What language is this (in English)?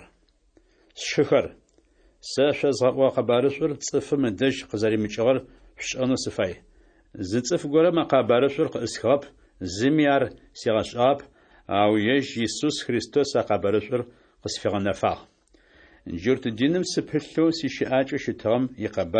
Adyghe